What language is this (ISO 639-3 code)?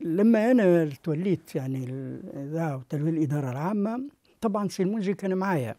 aeb